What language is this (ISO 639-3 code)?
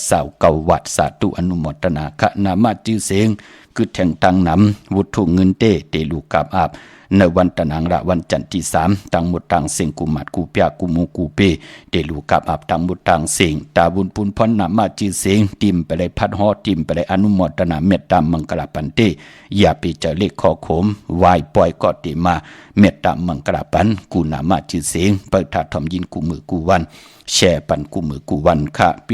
shn